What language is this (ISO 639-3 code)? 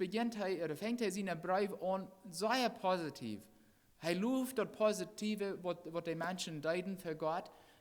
pdt